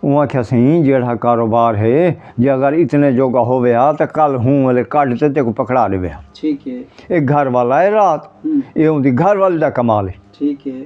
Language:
Saraiki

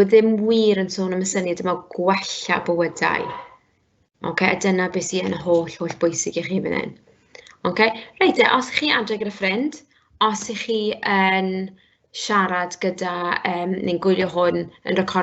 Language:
Welsh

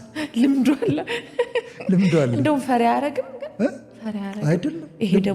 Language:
Amharic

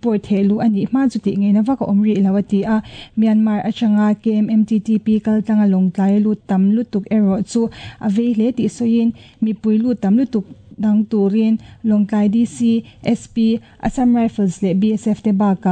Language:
Mizo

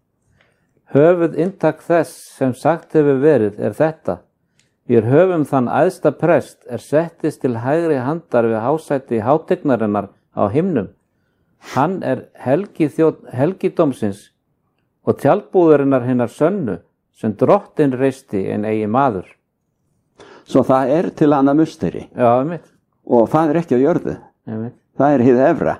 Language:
Icelandic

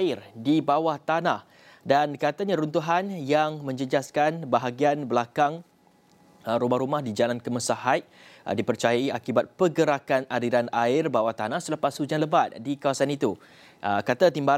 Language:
Malay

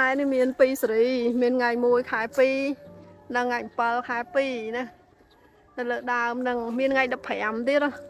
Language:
Khmer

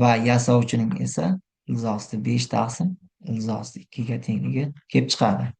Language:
Uzbek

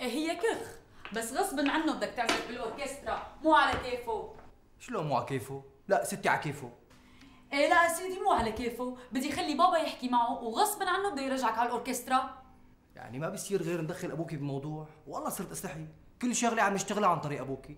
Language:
North Levantine Arabic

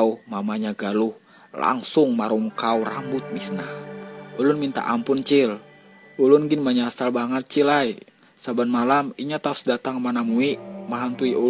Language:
Banjar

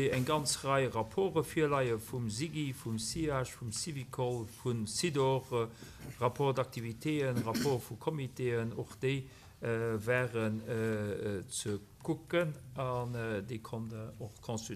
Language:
Luxembourgish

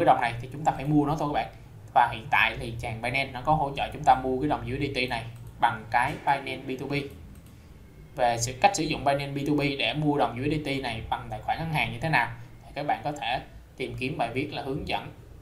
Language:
Vietnamese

